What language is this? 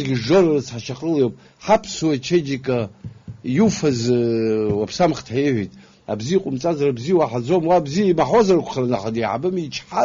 Abkhazian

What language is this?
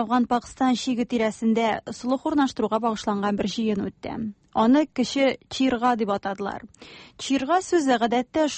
Tatar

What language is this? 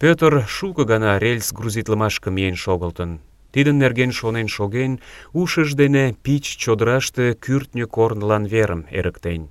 Mari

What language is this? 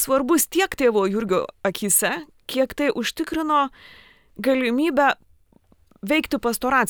Lithuanian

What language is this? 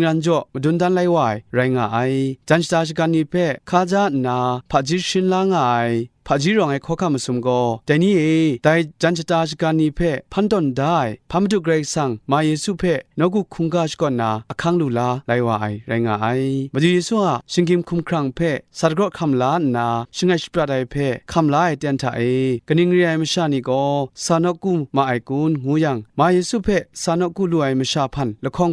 Kachin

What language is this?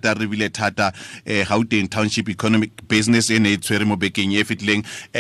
Tswana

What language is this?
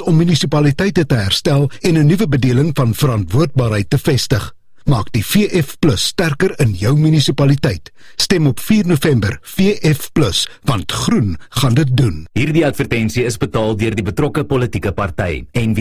Afrikaans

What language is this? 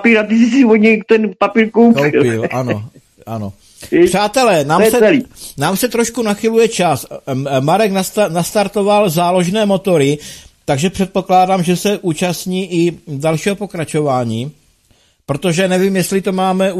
Czech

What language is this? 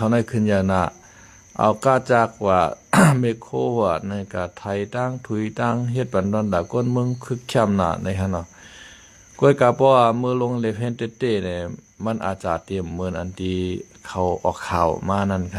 Shan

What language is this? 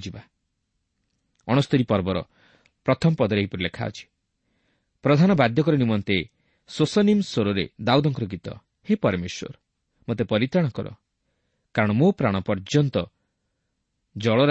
Odia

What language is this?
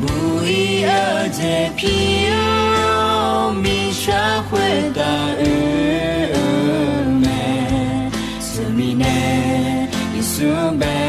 Akha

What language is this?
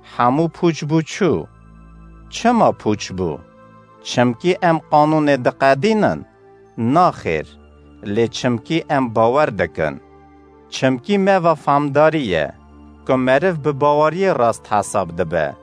Kurdish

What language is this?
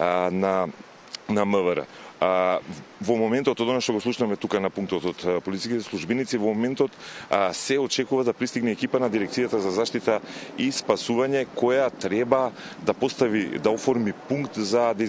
Macedonian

